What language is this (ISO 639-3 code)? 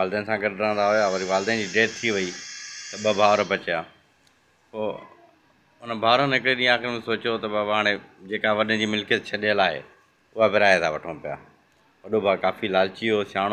snd